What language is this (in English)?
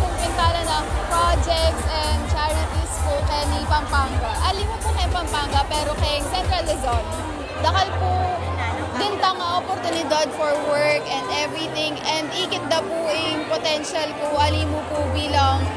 Pampanga